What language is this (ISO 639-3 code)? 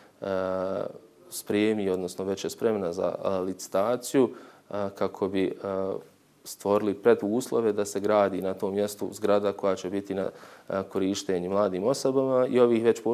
bos